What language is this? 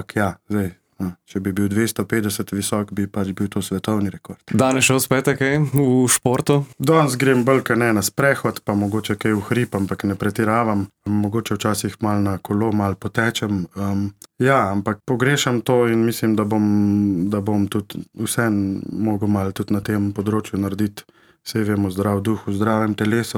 Slovenian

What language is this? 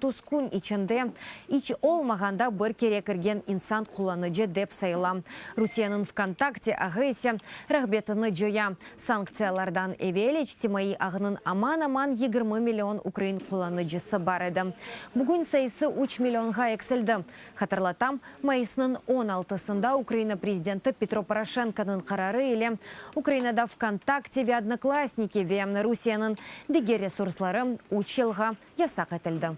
Crimean Tatar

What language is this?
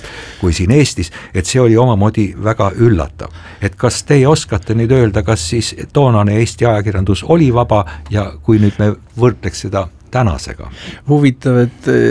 Estonian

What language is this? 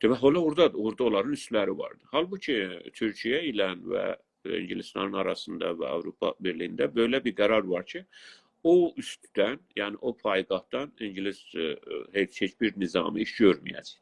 South Azerbaijani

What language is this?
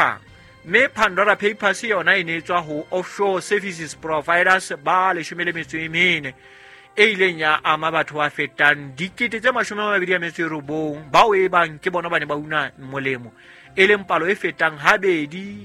Southern Sotho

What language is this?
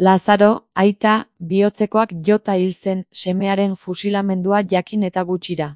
Basque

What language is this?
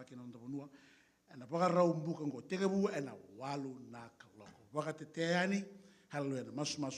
Fijian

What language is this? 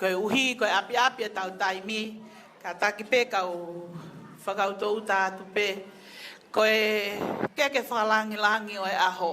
Tongan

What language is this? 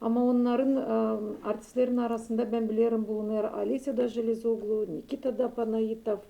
Gagauz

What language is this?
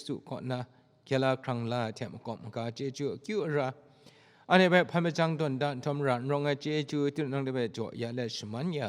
Kachin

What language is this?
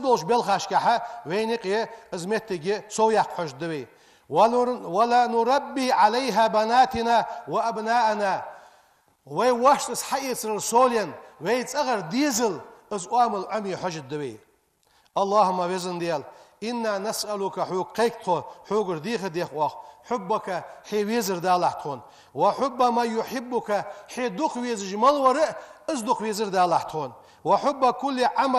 Ingush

